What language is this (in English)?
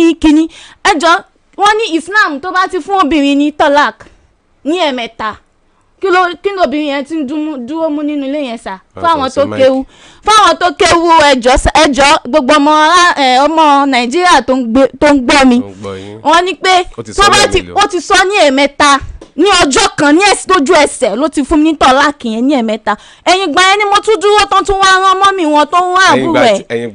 Yoruba